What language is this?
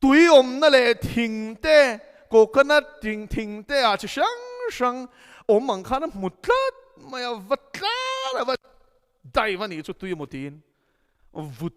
Mizo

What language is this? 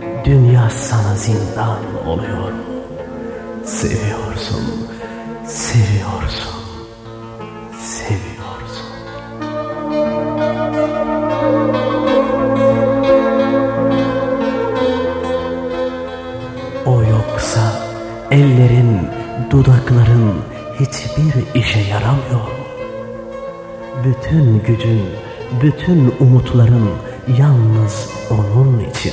Turkish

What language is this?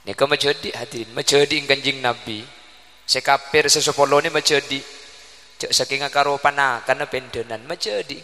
Madurese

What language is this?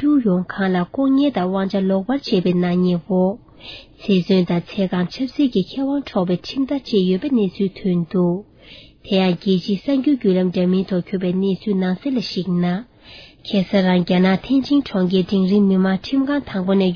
Tibetan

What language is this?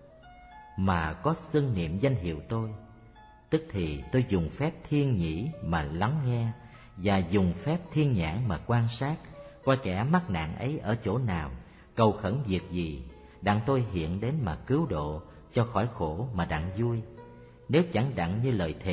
Vietnamese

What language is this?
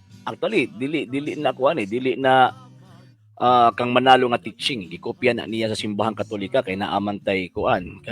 Cebuano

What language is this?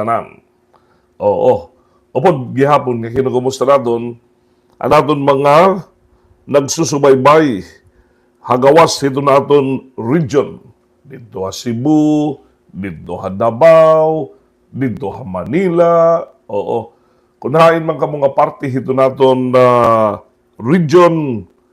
Waray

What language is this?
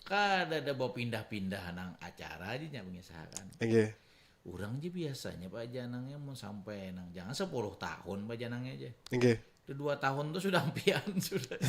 Banjar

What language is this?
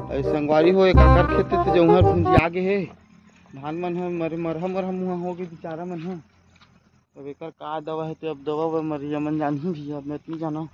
Chhattisgarhi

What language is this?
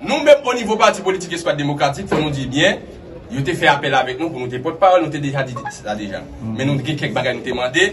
Haitian Creole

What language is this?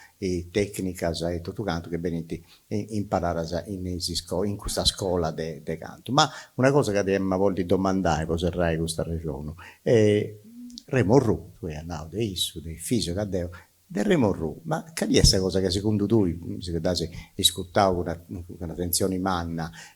Sardinian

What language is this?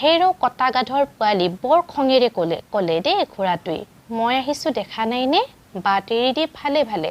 Assamese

